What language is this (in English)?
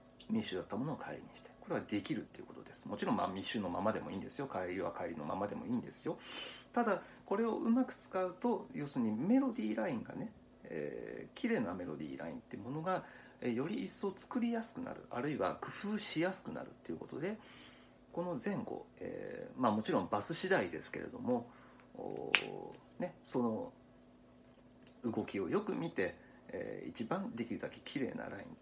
Japanese